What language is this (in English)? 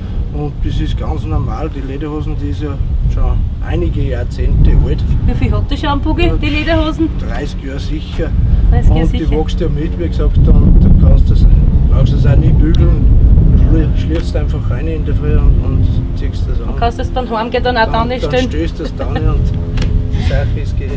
Bavarian